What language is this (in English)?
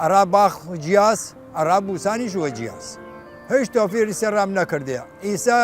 Southern Kurdish